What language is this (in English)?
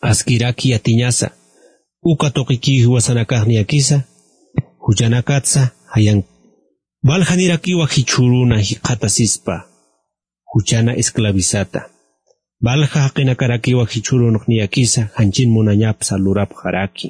Aymara